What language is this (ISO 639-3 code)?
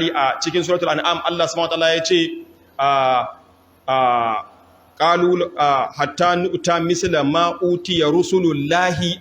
hau